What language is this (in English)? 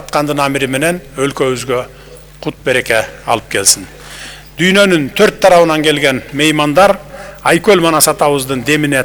Kyrgyz